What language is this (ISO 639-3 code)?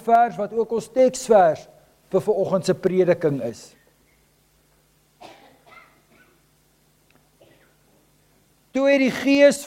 afr